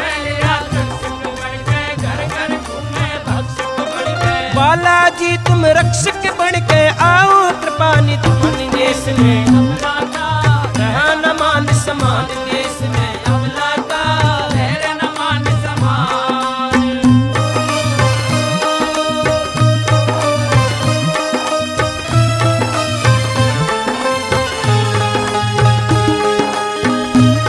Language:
Hindi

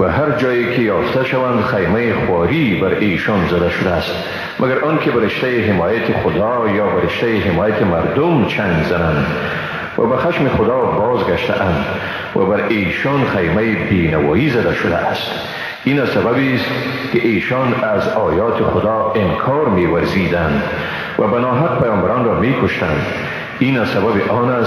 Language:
Persian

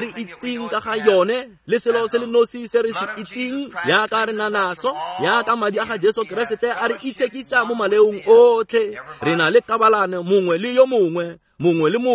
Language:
Tswana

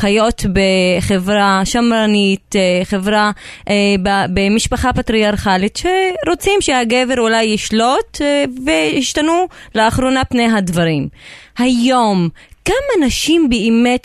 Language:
Hebrew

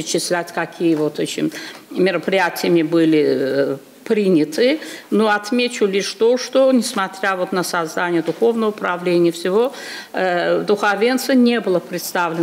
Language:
Russian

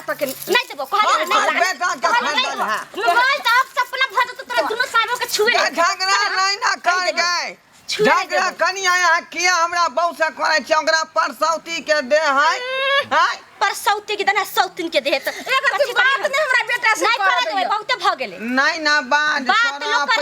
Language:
Maithili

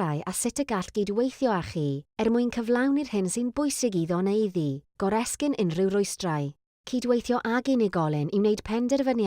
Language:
Welsh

